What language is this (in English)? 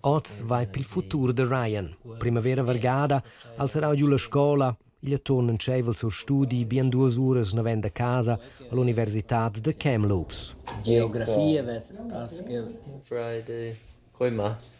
Romansh